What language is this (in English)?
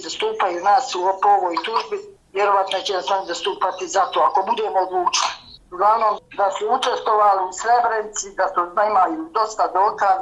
Bosnian